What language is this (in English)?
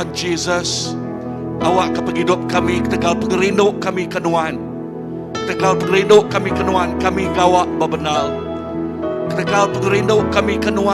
Iban